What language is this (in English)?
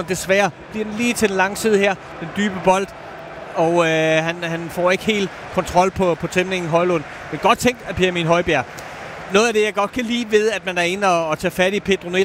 Danish